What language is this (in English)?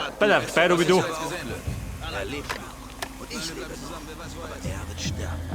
Bavarian